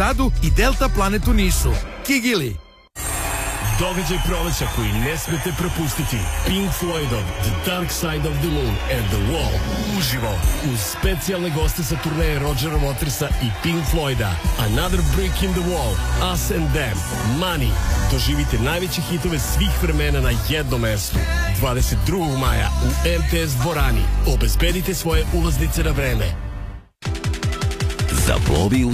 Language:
Serbian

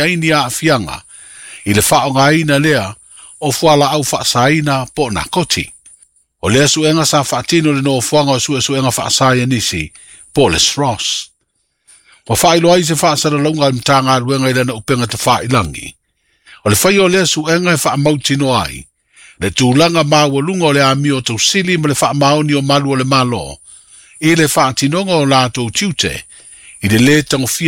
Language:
Samoan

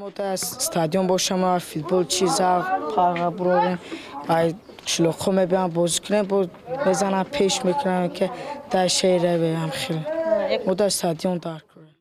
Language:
Tajik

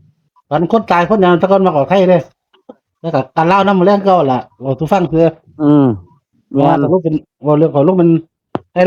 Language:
Northeastern Thai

